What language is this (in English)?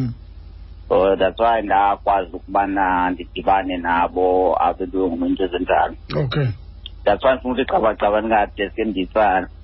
Xhosa